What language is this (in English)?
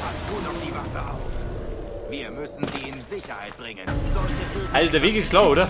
Bavarian